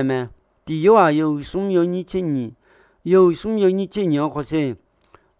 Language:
Akha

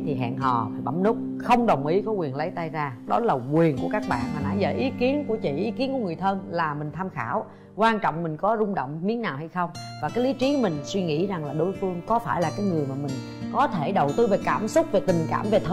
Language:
Vietnamese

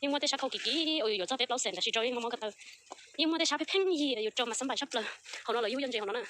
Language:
Hmong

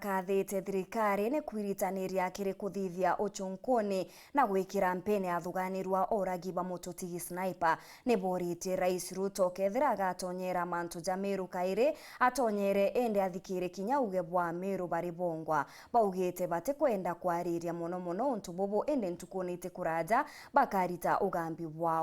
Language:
Meru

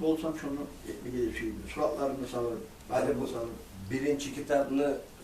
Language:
Kumyk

